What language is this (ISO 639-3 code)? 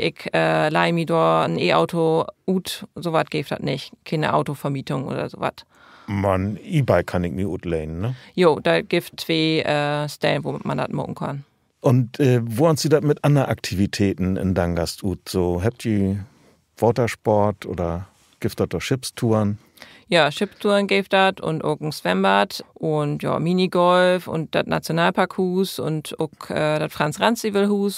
nds